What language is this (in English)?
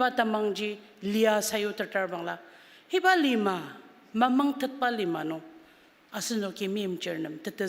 Ao Naga